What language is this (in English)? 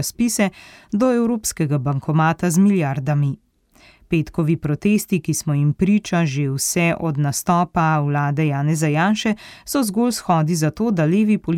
Slovenian